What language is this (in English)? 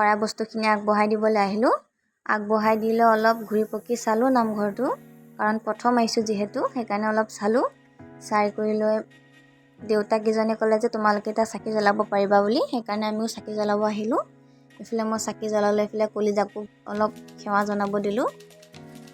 Assamese